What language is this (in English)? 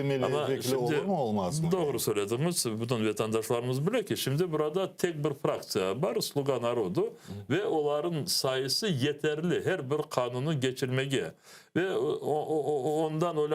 Crimean Tatar